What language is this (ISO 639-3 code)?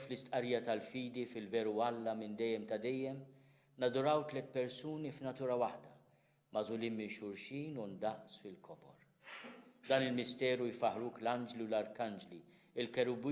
mlt